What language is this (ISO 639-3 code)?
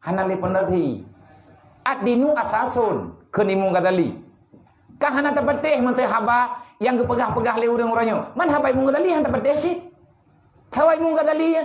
ace